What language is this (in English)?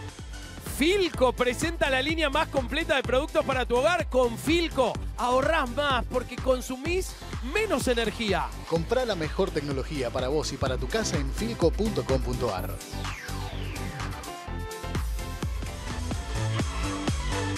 Spanish